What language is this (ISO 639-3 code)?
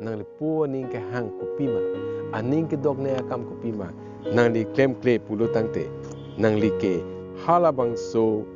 mjw